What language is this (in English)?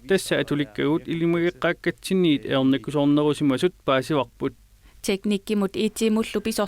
Kalaallisut